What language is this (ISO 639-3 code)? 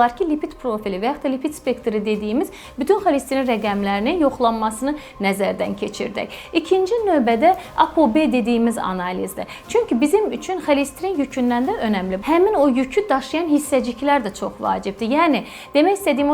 aze